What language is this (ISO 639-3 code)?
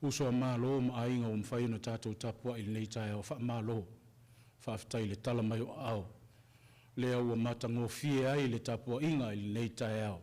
smo